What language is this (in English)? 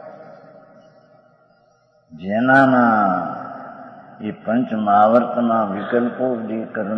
Gujarati